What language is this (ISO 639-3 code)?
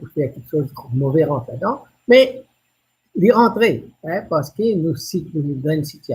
mfe